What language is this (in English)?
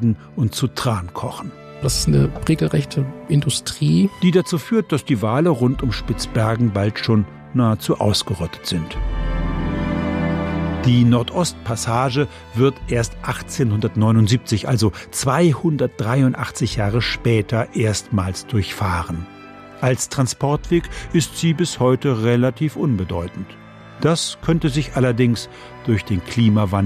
German